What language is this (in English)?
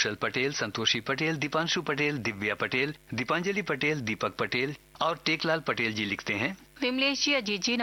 Hindi